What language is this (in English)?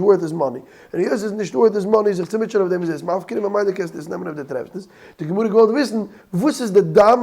Yiddish